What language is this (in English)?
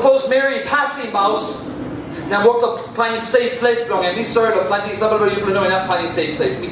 Tok Pisin